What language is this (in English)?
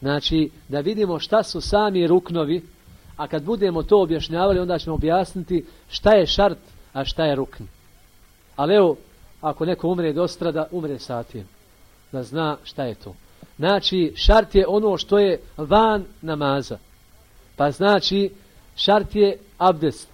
Bosnian